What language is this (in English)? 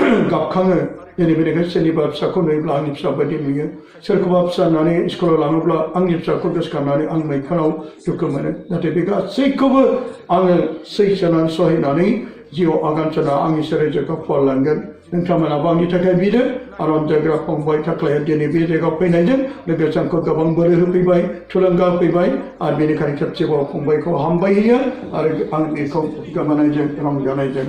Bodo